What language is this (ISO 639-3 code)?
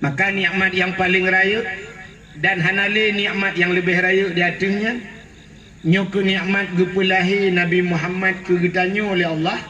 ace